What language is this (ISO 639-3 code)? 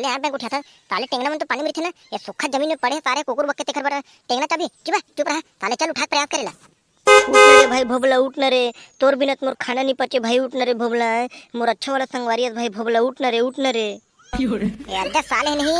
hne